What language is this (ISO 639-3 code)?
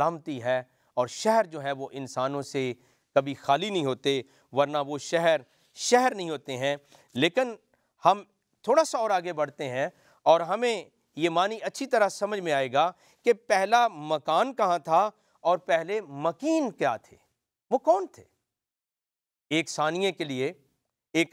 urd